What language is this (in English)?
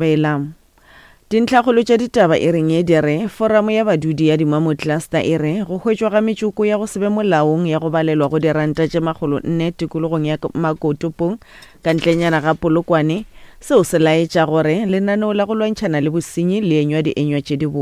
Northern Sotho